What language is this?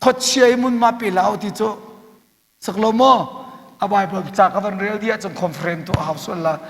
Hakha Chin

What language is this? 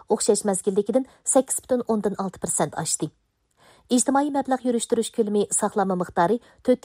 Uyghur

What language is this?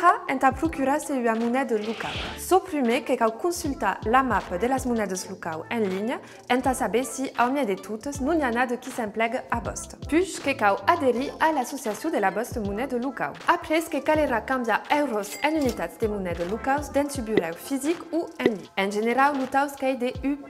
Occitan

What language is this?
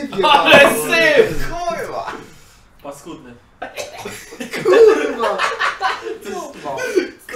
Polish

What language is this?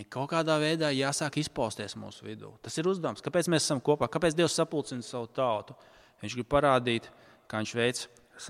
Latvian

